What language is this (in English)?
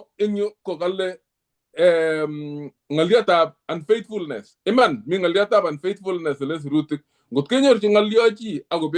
Kalenjin